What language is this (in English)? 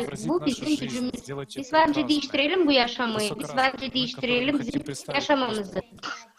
Gagauz